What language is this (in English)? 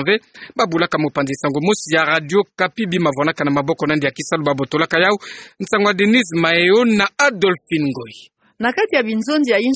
Kituba (Democratic Republic of Congo)